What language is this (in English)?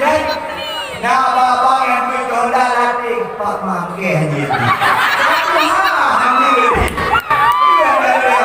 Achinese